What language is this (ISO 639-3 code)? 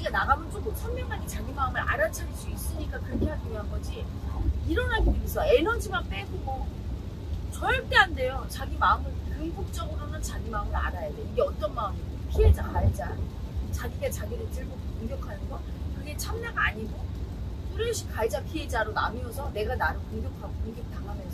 kor